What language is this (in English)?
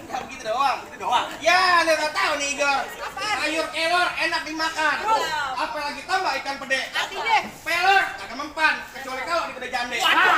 Betawi